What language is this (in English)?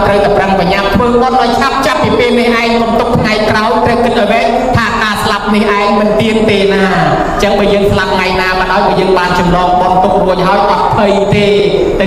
Khmer